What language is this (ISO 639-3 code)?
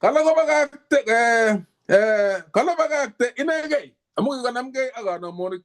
kln